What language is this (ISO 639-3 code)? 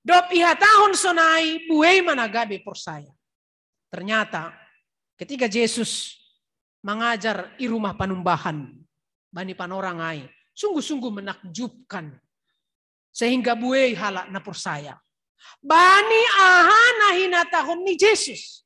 bts